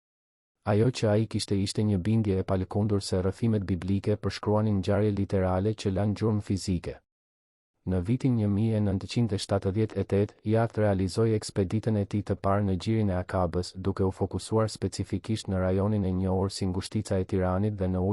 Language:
Albanian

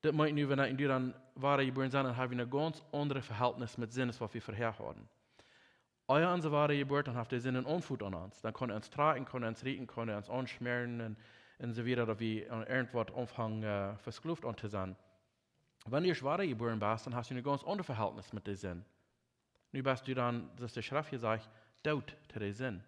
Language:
Plautdietsch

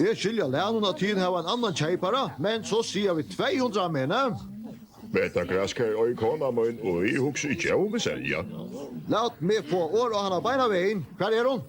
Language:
Faroese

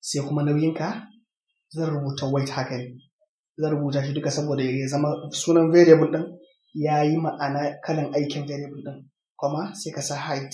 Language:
Hausa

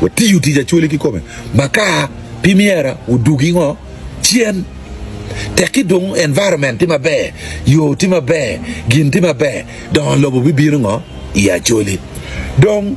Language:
Acoli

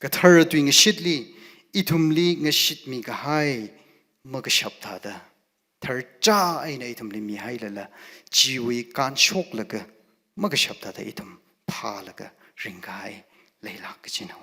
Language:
Tangkhul Naga (India)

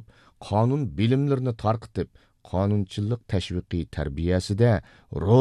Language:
Uyghur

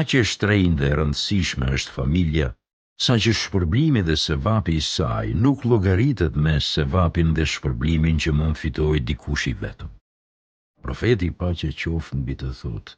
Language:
Albanian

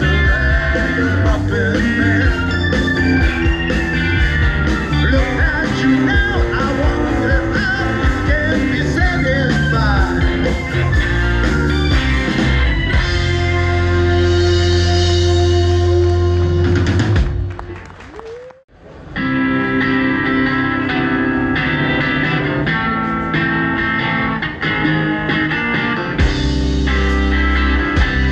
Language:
English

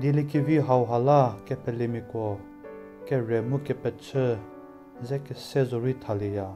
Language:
Angami Naga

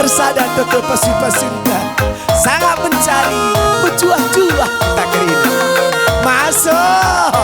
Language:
Batak Karo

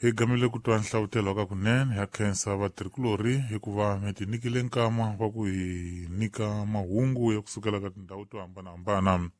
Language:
Tsonga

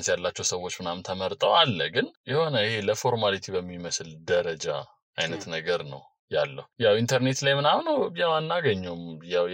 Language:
Amharic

